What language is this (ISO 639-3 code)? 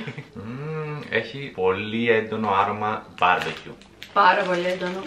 ell